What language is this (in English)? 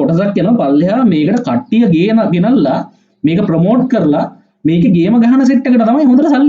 Sinhala